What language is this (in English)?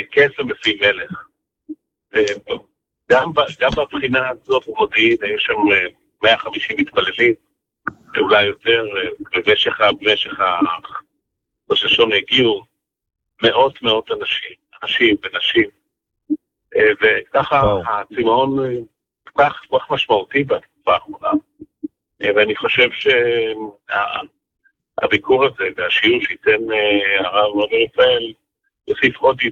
Hebrew